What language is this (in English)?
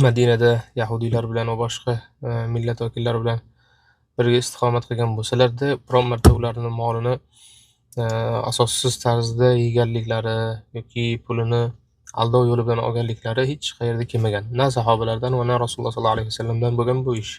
Uzbek